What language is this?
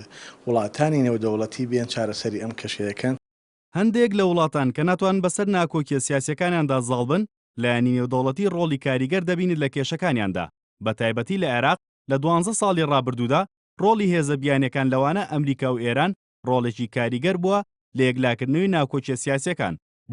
Central Kurdish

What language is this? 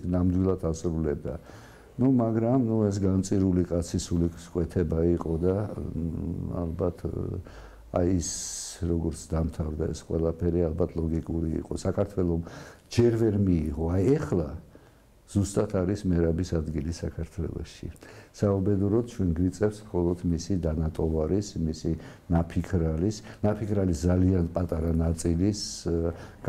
Georgian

